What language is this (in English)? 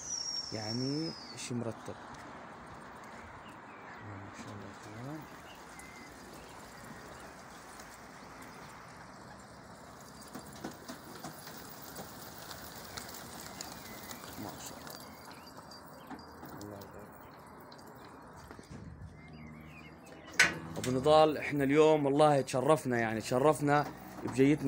South Levantine Arabic